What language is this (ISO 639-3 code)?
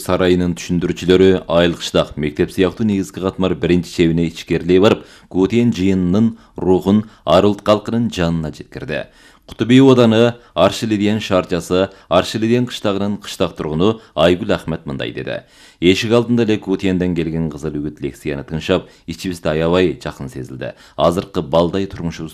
kir